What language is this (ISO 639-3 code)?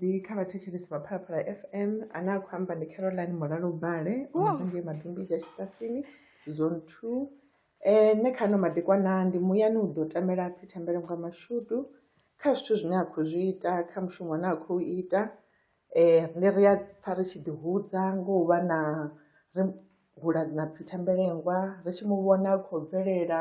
ven